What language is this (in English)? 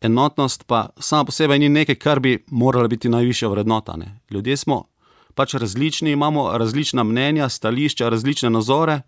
Slovenian